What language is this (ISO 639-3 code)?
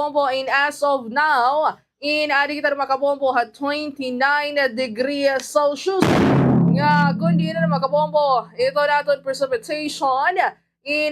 war